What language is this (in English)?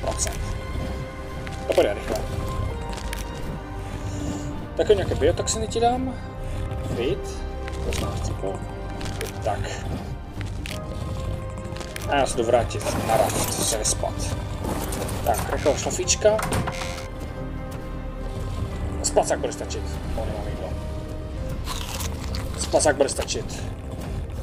Czech